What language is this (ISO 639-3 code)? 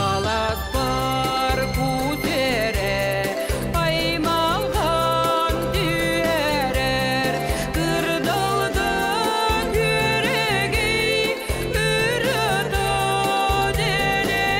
sah